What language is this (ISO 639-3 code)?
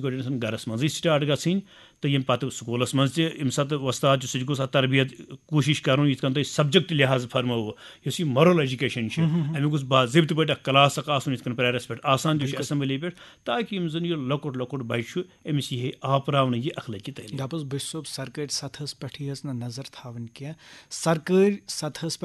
kas